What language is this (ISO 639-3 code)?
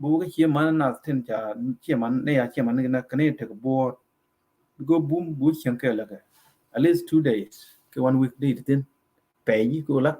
nus